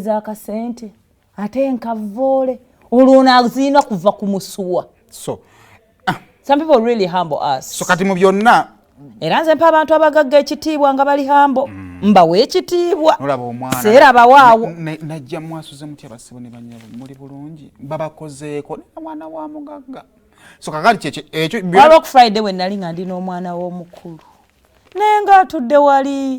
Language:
Ganda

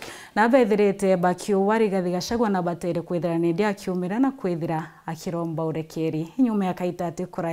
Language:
Meru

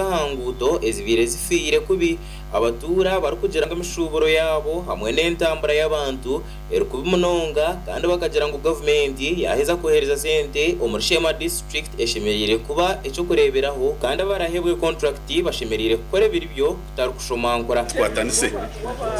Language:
Nyankole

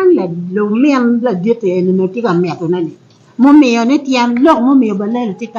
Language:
Acoli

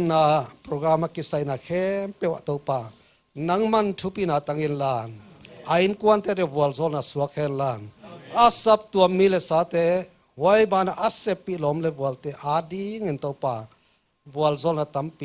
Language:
Paite Chin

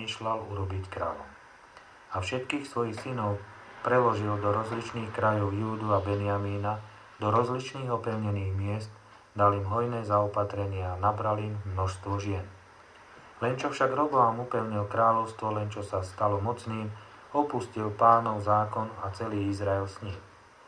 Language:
Slovak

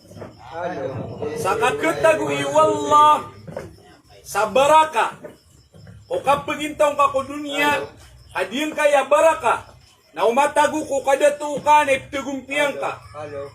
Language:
Maranao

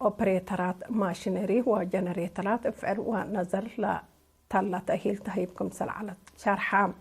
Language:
Tigre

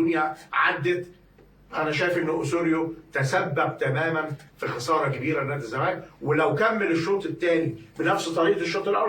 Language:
Egyptian Arabic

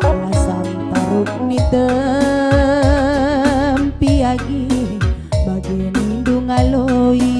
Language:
Batak Karo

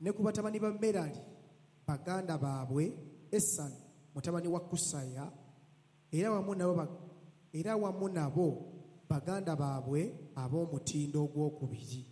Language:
Ganda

